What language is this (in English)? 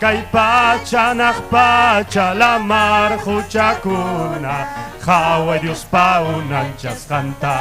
Ayacucho Quechua